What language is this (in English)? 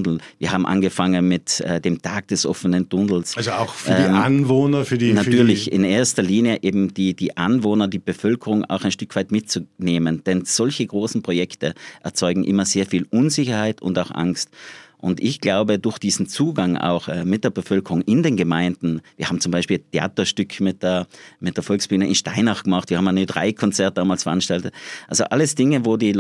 German